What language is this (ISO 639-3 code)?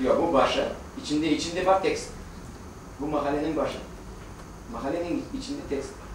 crh